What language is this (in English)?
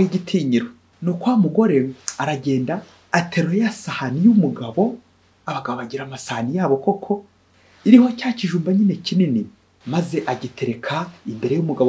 Kinyarwanda